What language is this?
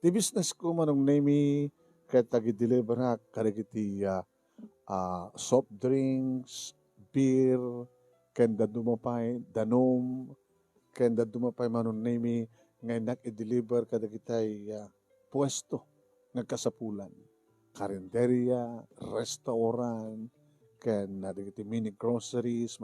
Iloko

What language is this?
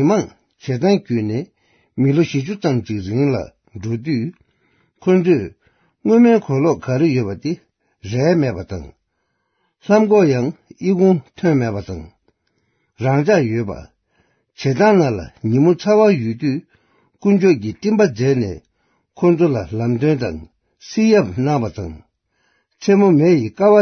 Tibetan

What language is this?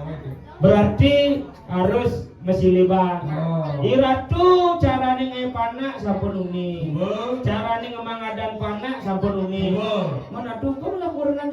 Balinese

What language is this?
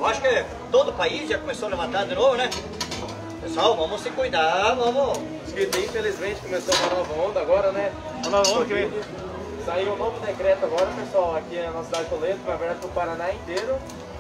Portuguese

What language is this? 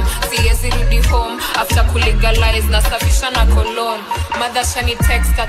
Swahili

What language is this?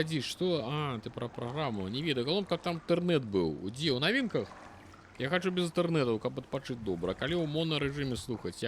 Belarusian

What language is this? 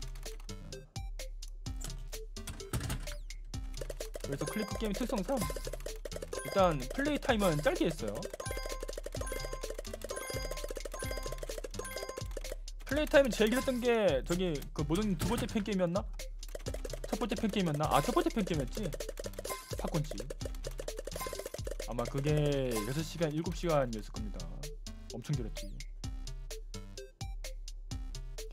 Korean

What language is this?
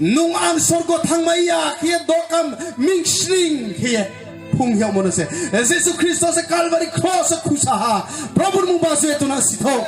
Riang (India)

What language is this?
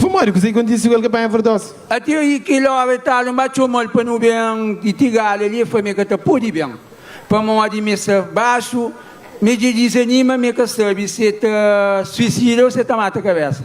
Kabuverdianu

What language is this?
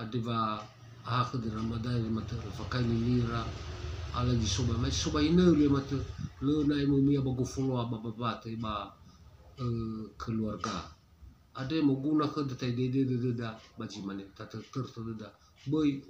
Nias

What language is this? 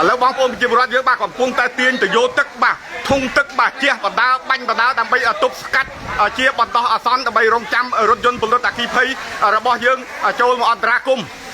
Khmer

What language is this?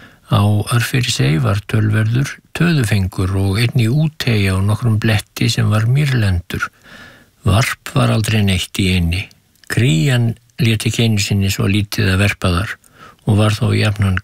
Icelandic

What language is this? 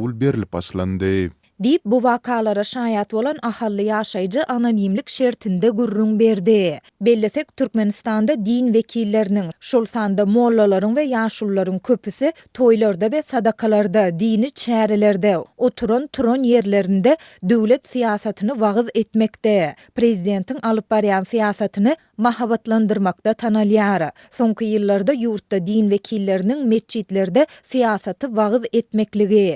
Turkmen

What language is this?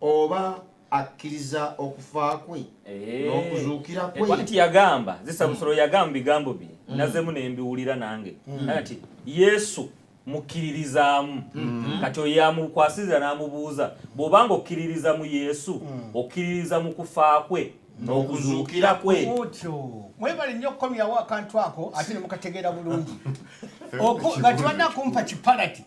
Ganda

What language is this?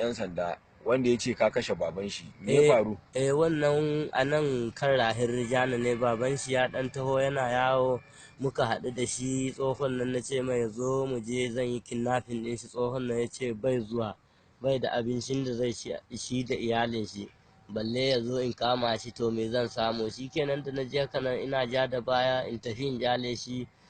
Hausa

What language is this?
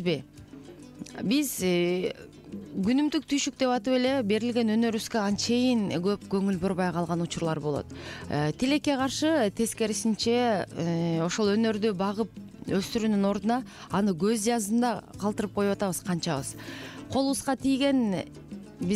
Kyrgyz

